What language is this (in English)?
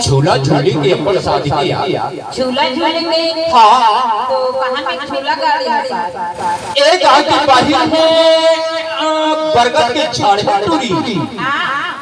Chhattisgarhi